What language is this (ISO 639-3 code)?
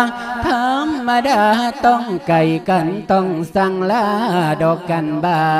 lao